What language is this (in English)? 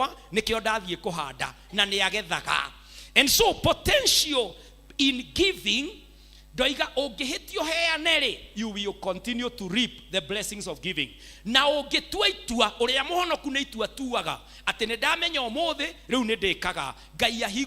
Kikuyu